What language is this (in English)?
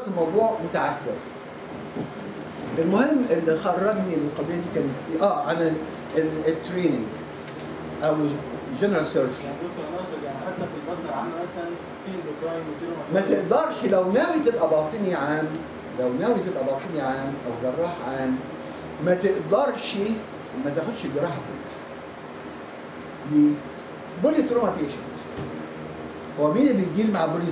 Egyptian Arabic